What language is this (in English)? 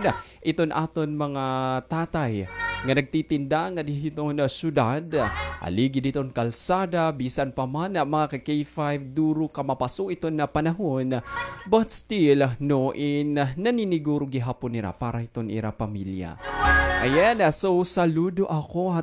Waray